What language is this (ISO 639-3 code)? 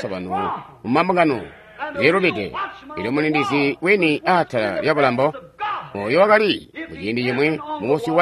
toi